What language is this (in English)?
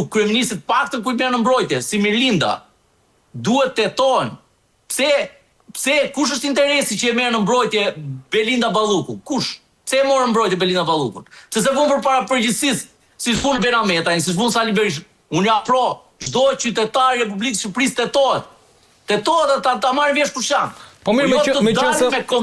Albanian